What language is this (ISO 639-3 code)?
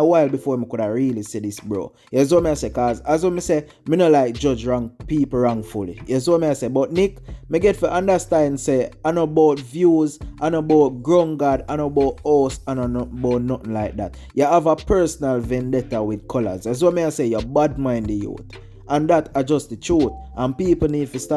jam